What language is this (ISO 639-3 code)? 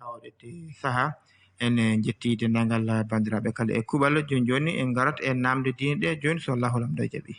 ful